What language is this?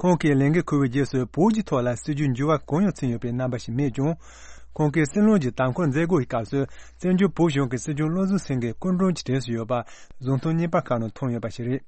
Tibetan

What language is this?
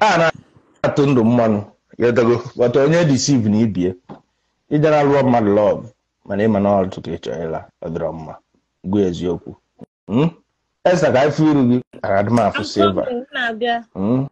Igbo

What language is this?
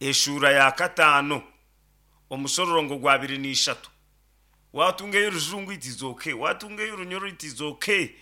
Nyankole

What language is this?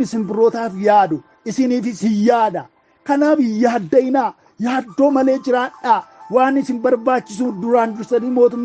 Oromo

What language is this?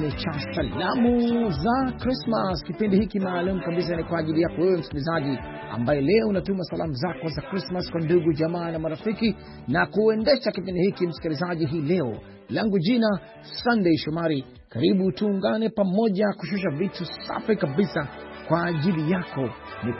Swahili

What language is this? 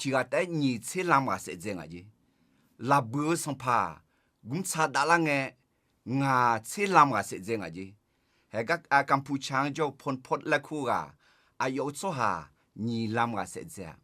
Akha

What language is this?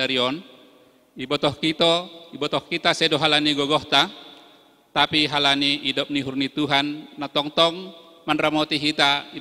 Batak Simalungun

